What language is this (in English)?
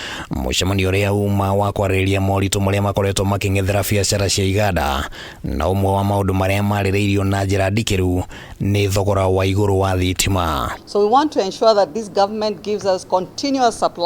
Kikuyu